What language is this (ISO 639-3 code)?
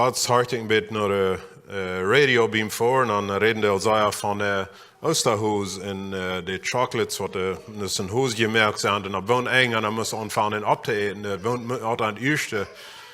pdt